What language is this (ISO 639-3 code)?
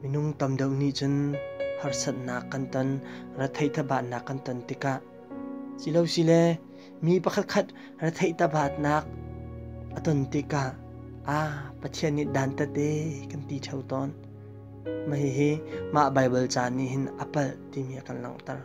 cnh